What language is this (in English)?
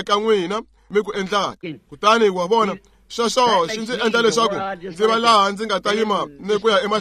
Tsonga